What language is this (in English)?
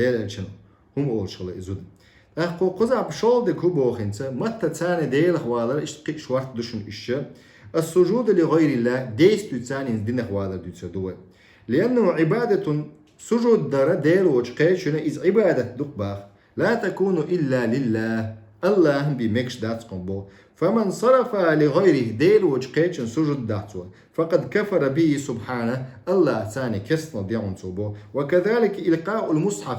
Chechen